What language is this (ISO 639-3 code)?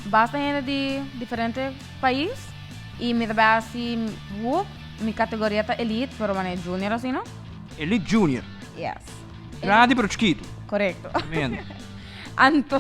pap